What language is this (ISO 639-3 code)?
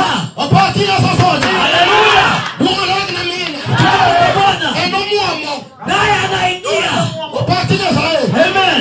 luo